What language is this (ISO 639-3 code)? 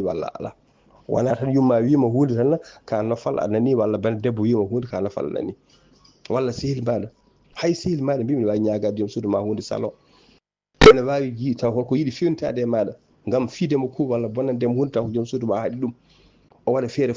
ful